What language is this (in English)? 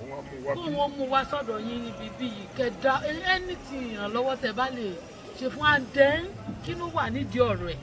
Yoruba